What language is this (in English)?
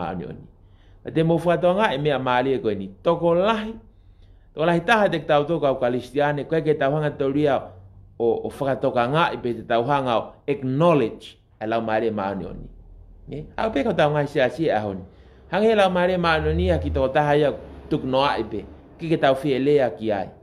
Tongan